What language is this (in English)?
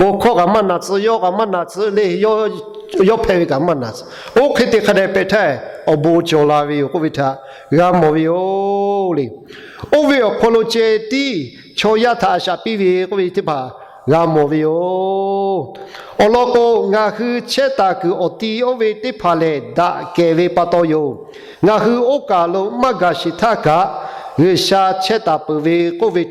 Lahu